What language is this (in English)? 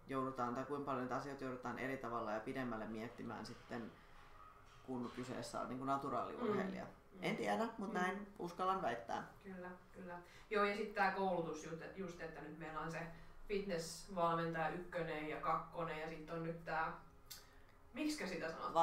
Finnish